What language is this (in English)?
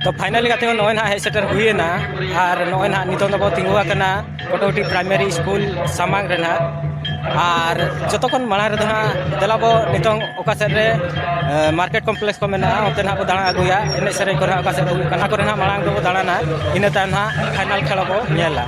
Santali